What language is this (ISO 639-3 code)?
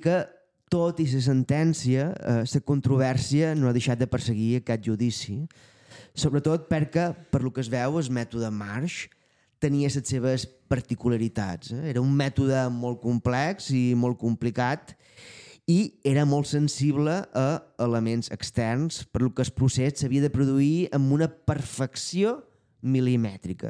cat